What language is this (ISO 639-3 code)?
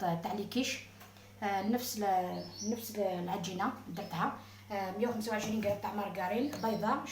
arq